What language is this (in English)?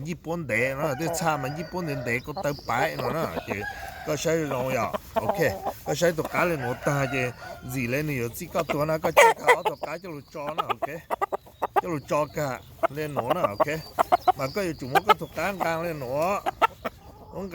Hmong